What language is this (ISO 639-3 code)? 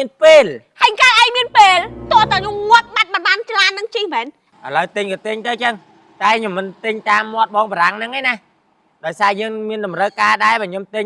khm